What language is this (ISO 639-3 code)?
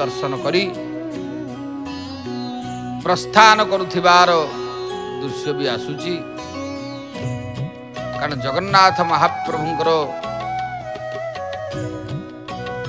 ori